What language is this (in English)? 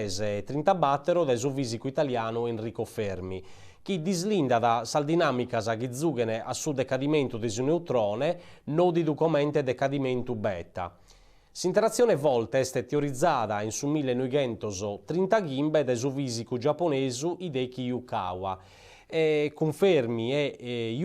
Sardinian